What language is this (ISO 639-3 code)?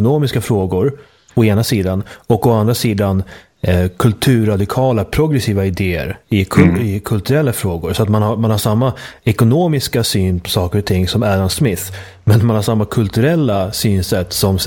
swe